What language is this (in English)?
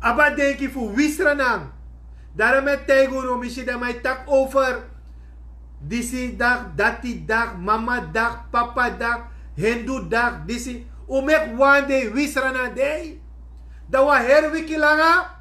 Sranan Tongo